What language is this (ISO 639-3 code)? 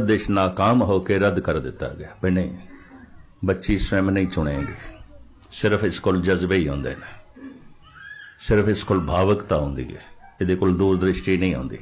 pan